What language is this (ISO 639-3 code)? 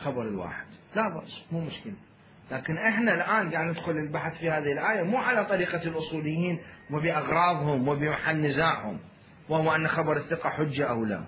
acm